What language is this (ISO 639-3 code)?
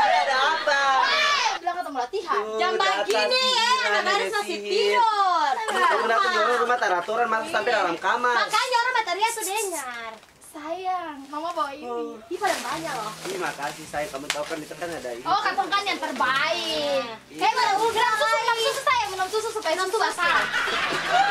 abs